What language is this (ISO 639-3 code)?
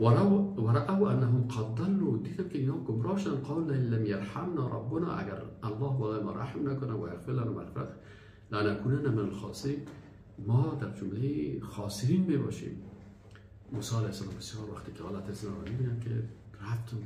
fas